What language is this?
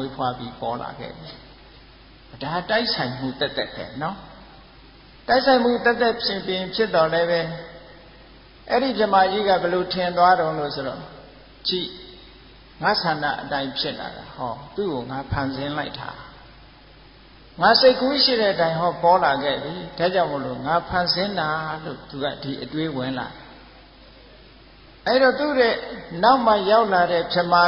Burmese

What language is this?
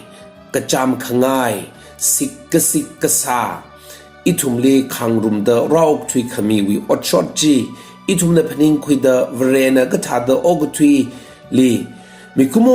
Tangkhul Naga (India)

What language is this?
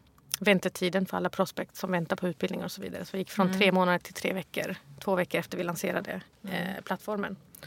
Swedish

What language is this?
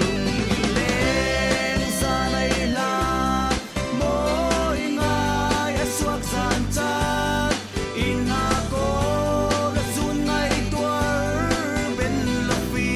Falam Chin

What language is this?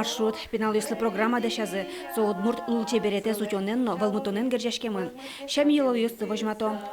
Udmurt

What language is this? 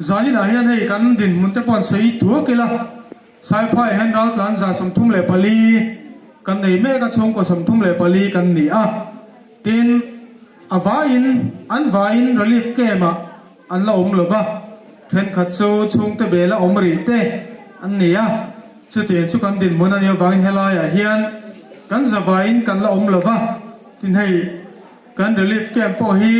Hmar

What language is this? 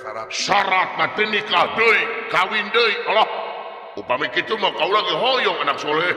Sundanese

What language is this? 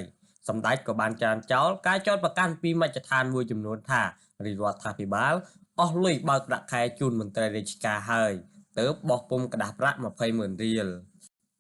Khmer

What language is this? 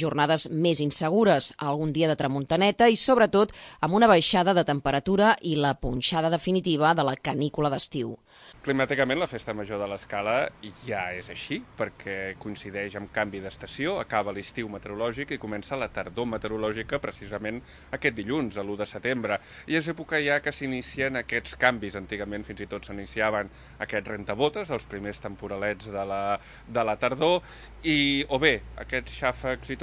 Catalan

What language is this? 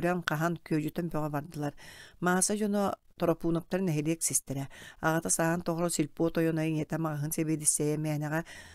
Yakut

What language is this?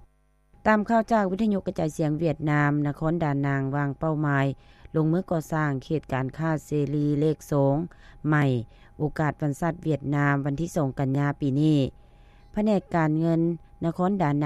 Lao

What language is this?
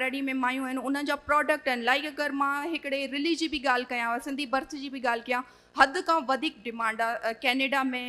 Sindhi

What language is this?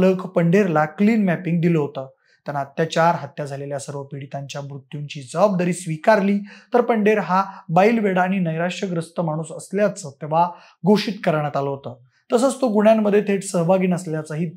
Marathi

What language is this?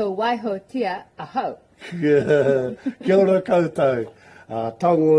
Māori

